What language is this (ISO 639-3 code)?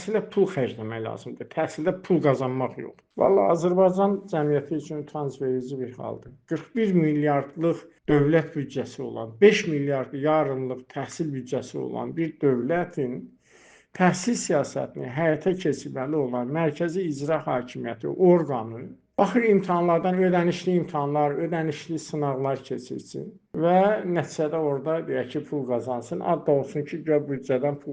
aze